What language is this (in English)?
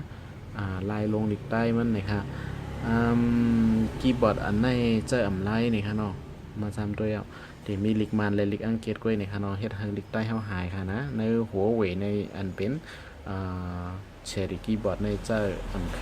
Shan